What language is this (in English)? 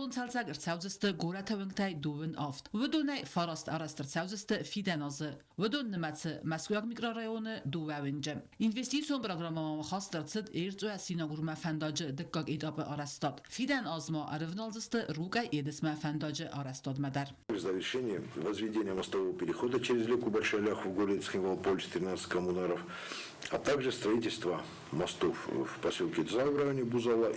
Ossetic